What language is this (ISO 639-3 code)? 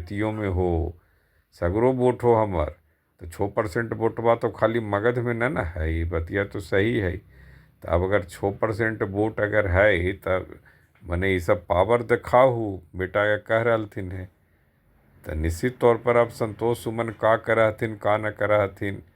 mag